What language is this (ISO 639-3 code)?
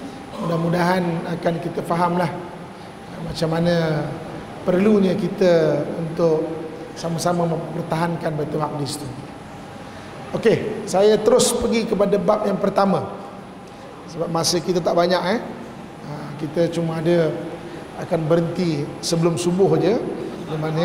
msa